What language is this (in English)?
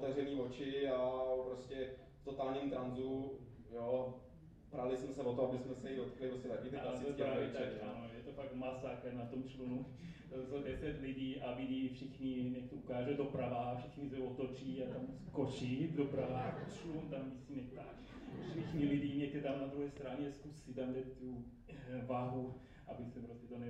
Czech